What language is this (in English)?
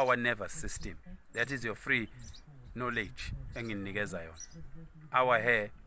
Zulu